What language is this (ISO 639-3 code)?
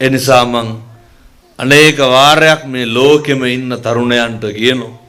sin